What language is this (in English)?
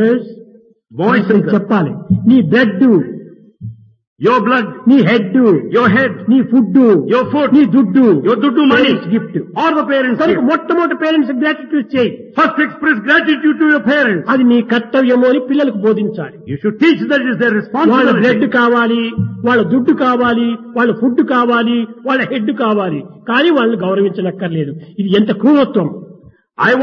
Telugu